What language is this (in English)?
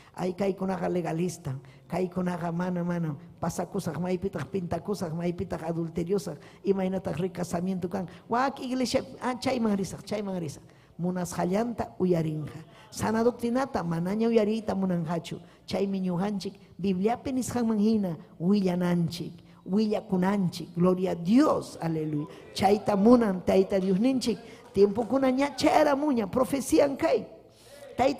Ayacucho Quechua